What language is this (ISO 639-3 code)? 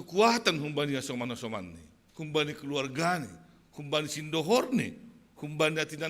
bts